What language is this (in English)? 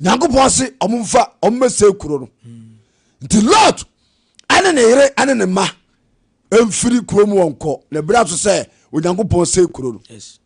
Akan